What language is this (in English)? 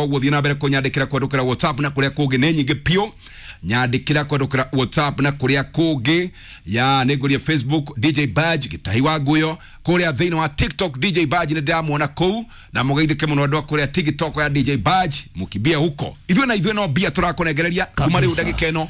Kikuyu